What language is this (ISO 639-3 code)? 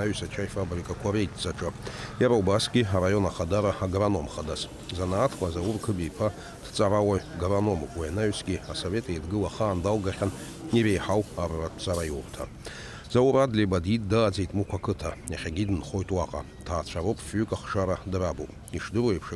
abk